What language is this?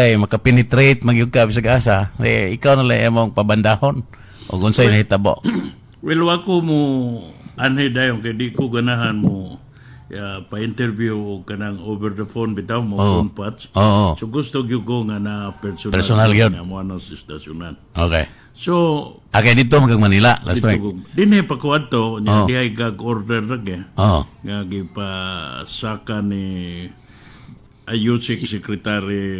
Cebuano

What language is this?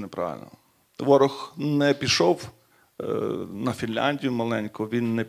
Ukrainian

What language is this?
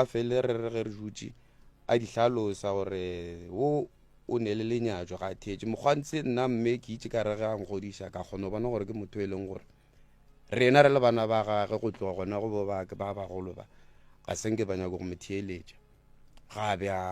Northern Sotho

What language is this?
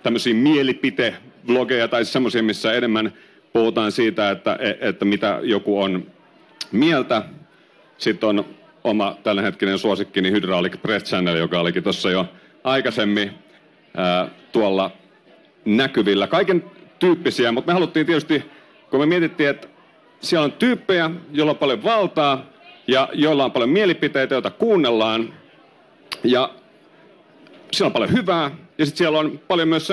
Finnish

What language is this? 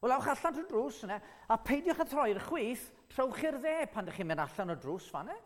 Welsh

